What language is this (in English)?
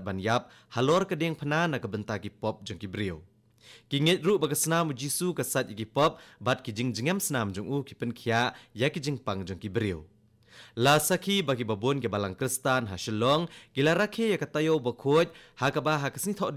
Khasi